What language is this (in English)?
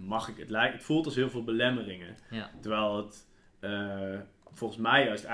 Dutch